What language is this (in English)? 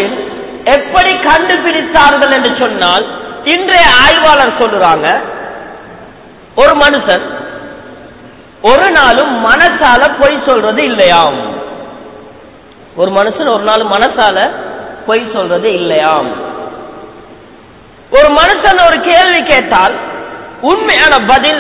Tamil